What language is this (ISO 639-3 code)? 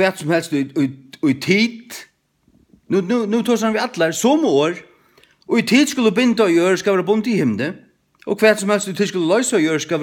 fao